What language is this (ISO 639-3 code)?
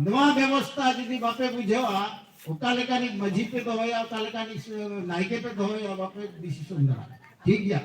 sat